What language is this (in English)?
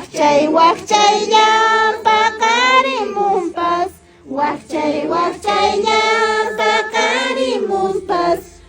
Quechua